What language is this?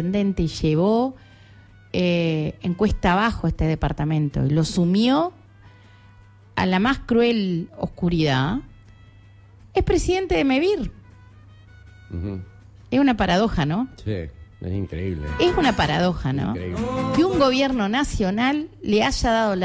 Spanish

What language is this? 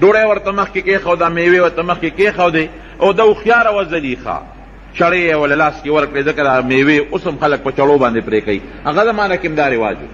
Pashto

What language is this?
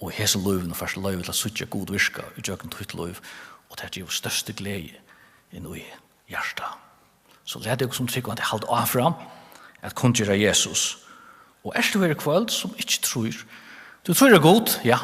Faroese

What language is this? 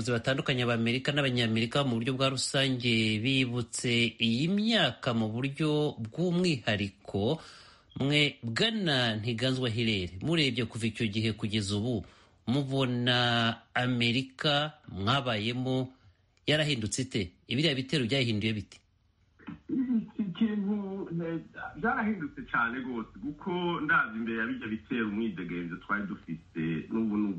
Kinyarwanda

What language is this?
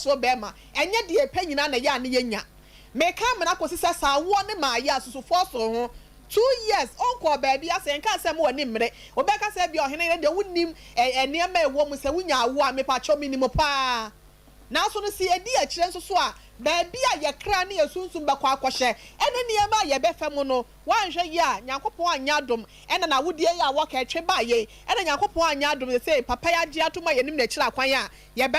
Akan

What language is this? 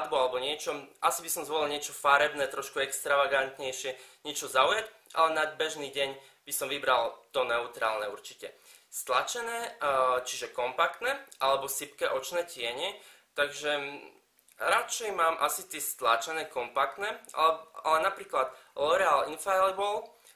Slovak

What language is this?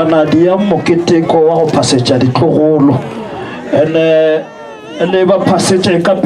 Northern Sotho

